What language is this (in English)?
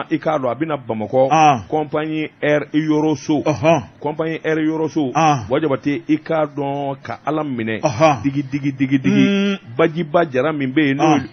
Bambara